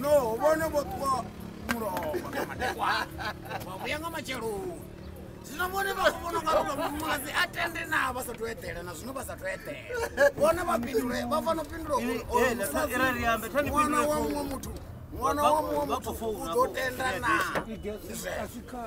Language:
Venda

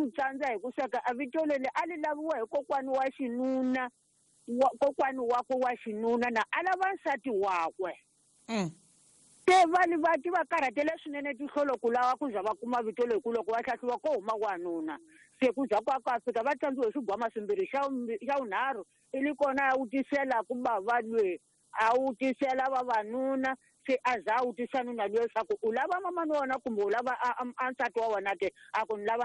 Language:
Tsonga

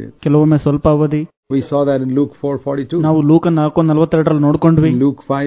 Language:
Kannada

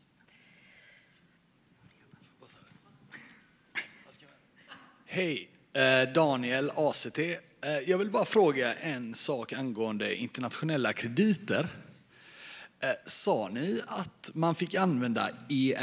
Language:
Swedish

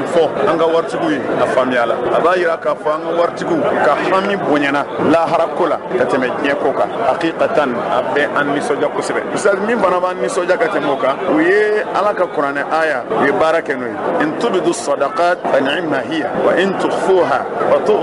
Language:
Bambara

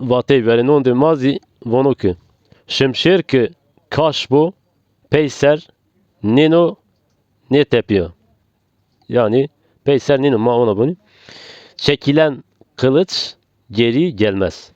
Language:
Zaza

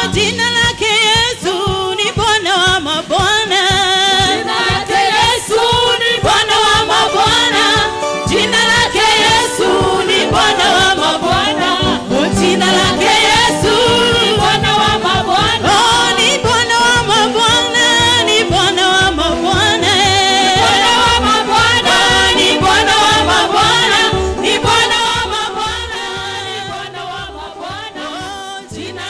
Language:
Swahili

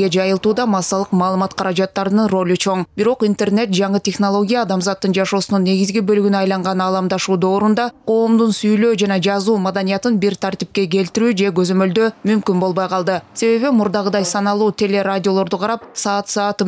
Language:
Kyrgyz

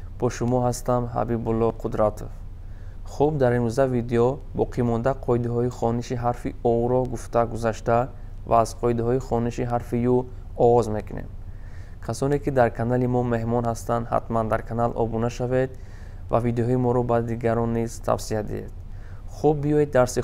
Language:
Tajik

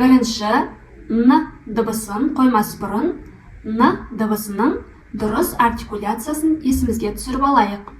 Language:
Kazakh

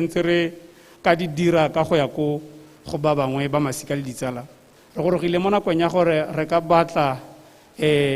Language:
Tswana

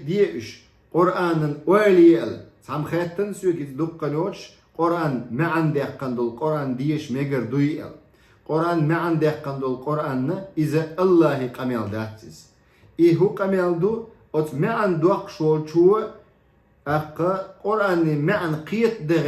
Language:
Chechen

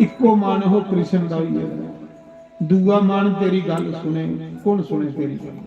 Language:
Dogri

